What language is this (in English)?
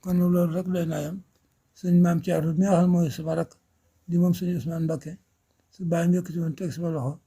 Wolof